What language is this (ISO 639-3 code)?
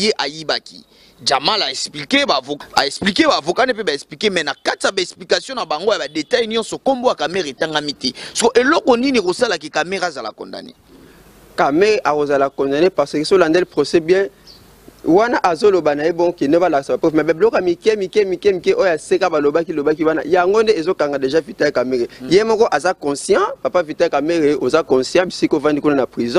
lin